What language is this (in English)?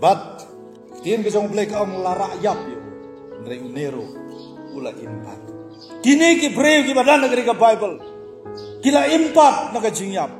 Khasi